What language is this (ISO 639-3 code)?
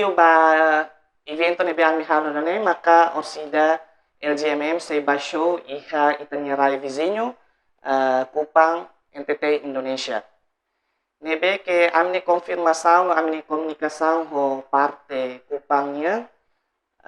tet